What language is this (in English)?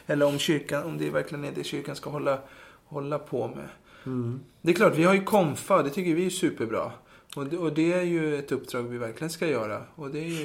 Swedish